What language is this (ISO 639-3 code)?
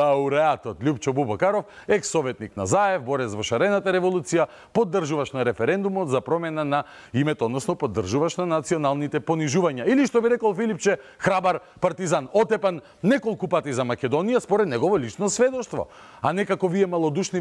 mkd